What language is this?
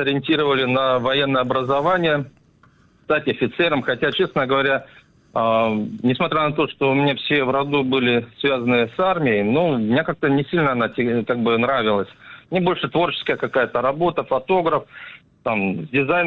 Russian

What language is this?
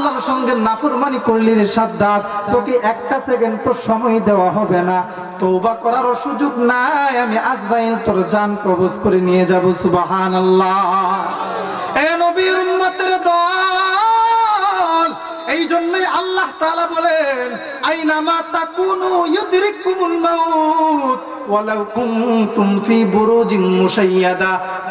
Bangla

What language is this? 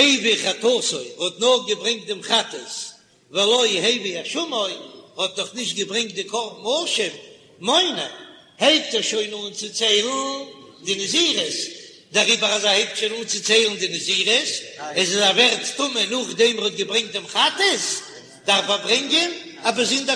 Yiddish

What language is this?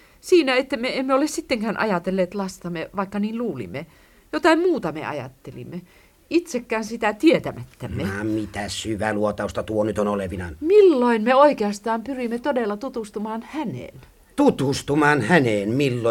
Finnish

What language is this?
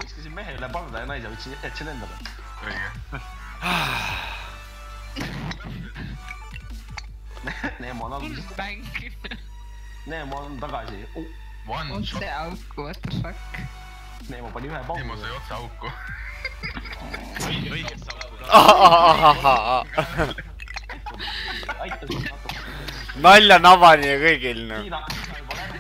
Estonian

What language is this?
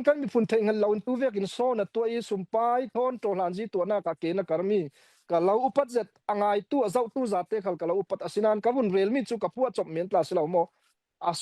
Falam Chin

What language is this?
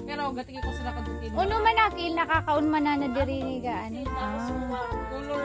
Rinconada Bikol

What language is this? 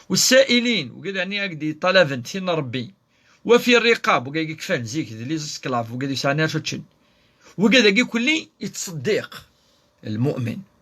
Kabyle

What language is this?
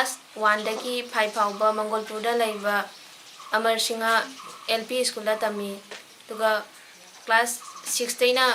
Manipuri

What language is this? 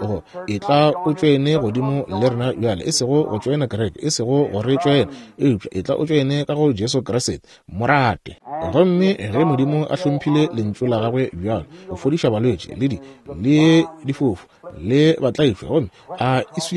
Northern Sotho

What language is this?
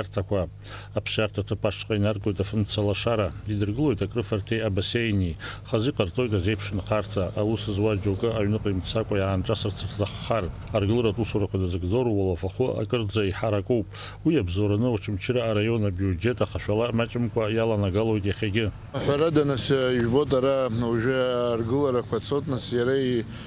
Abkhazian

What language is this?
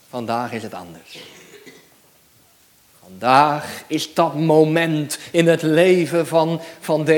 Dutch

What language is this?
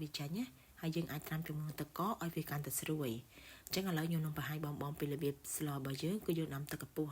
Khmer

